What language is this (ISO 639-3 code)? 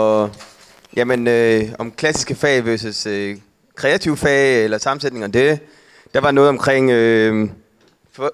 dan